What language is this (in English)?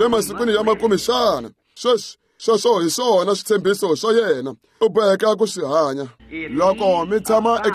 Tsonga